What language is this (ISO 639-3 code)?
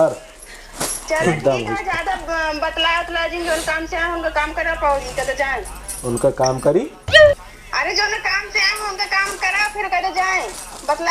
awa